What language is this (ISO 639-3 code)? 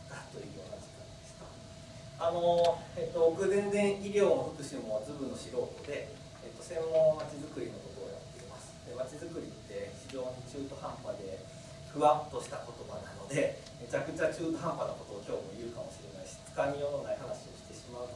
jpn